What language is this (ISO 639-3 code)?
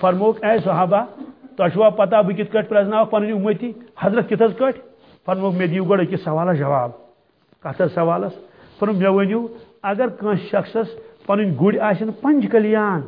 kas